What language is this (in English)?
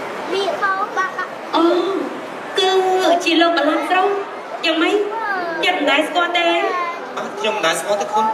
Khmer